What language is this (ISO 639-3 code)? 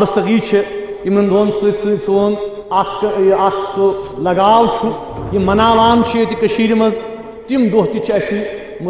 kas